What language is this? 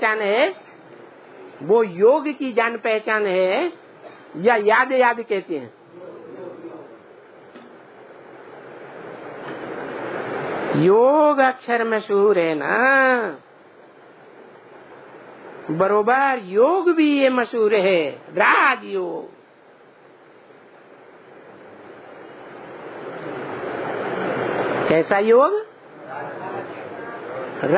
Hindi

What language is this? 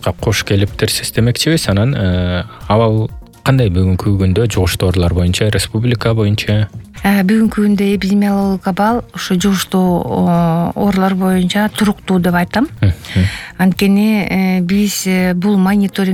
Kyrgyz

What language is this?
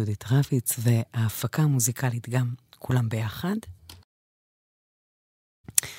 Hebrew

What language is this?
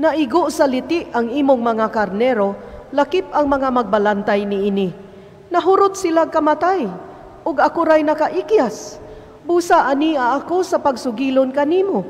Cebuano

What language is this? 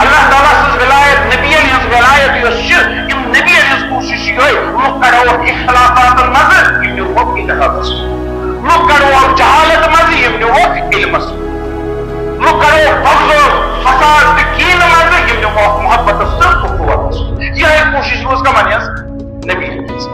Kashmiri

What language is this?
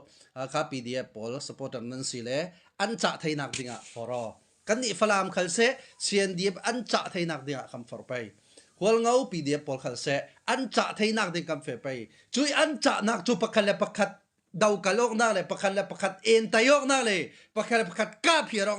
Hakha Chin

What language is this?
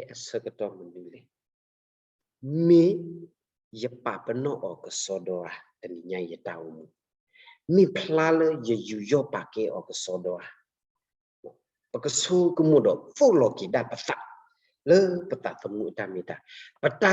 S'gaw Karen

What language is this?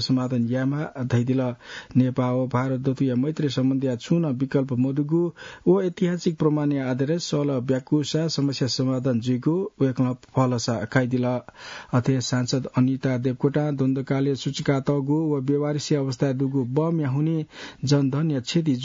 Newari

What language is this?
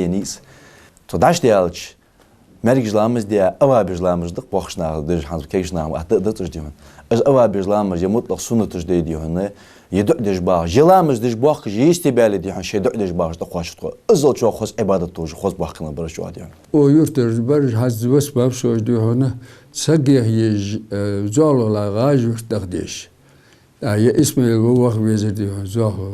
Ingush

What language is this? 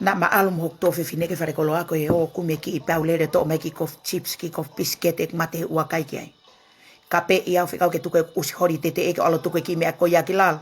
Tongan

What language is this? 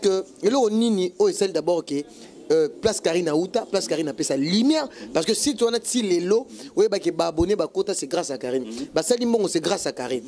Lingala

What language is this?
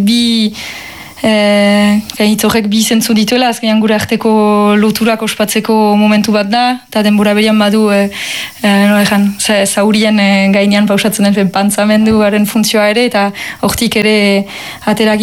Basque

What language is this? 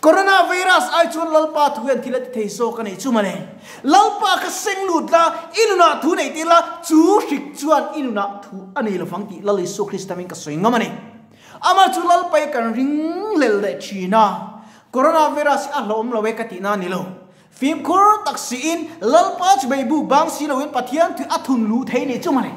Mizo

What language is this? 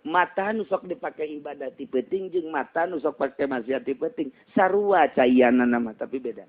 Sundanese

